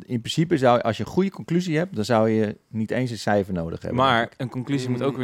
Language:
Dutch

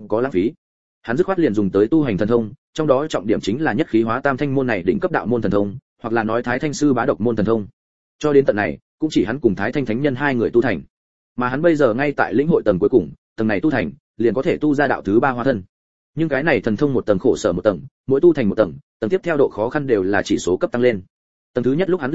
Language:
Vietnamese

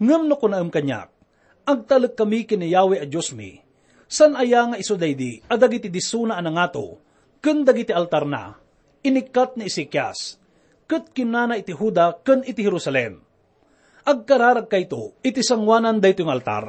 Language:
Iloko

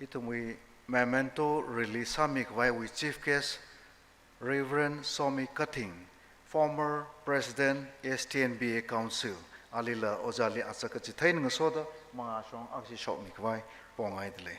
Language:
Tangkhul Naga (India)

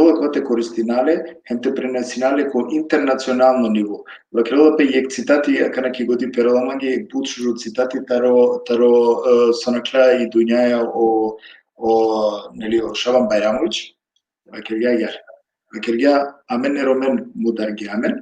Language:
Balkan Romani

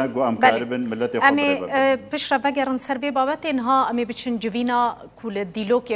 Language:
Kurdish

